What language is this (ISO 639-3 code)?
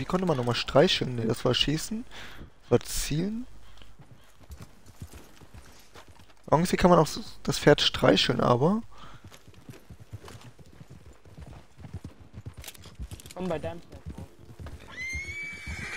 deu